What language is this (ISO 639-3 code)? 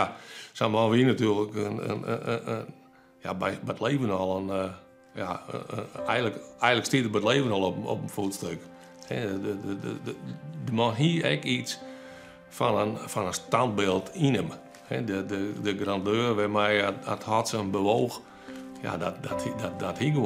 fry